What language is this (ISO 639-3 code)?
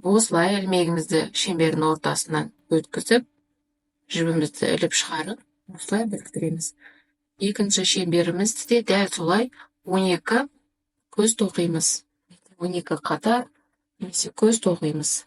kaz